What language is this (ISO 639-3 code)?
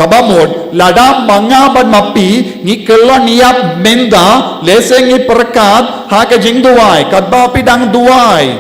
kha